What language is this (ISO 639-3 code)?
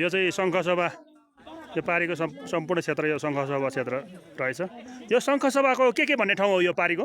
nep